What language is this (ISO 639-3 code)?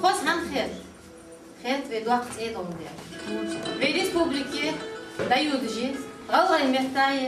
inh